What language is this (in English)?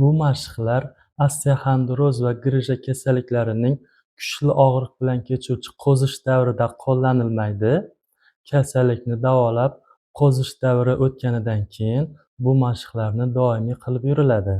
Uzbek